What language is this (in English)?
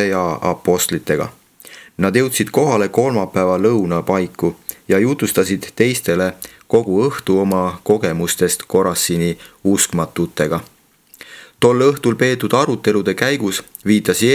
Estonian